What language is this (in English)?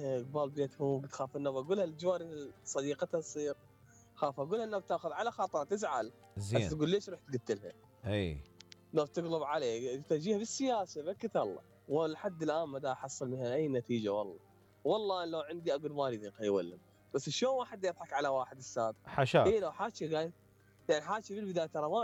Mesopotamian Arabic